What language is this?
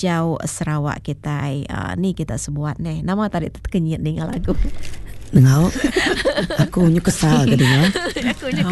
Iban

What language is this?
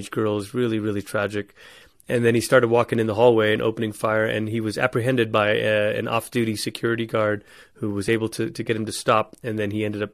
English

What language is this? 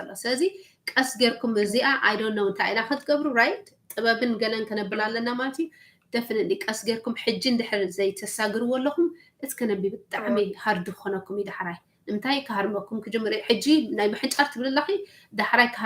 Tigrinya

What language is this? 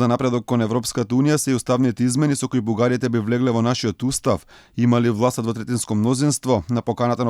Macedonian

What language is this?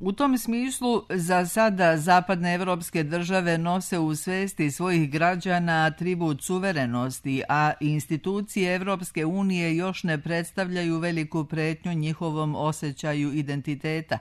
Serbian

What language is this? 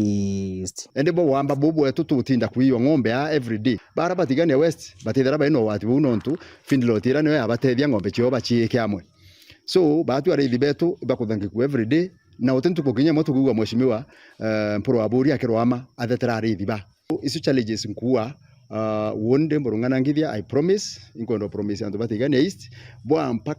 Meru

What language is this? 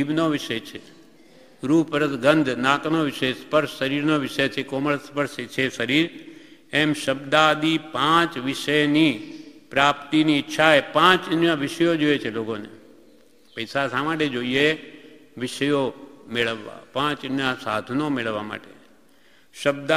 Gujarati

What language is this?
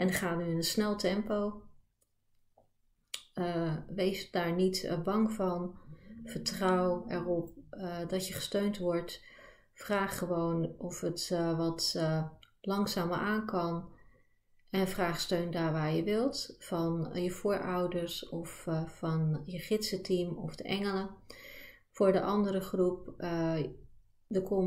Dutch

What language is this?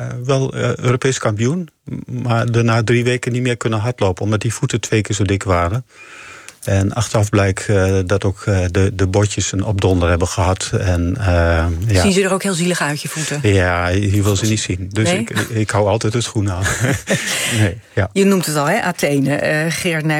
Dutch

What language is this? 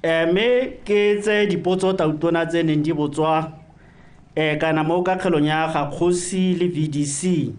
Tswana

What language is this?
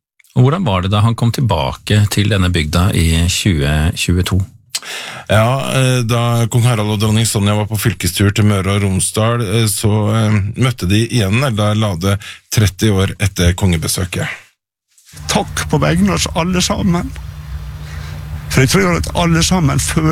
Norwegian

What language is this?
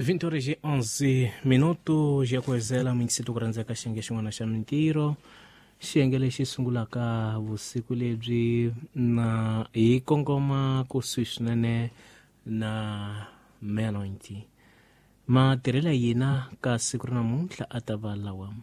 Tsonga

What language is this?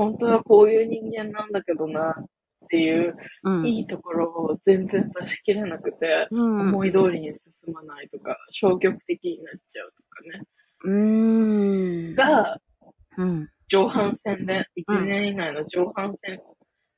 Japanese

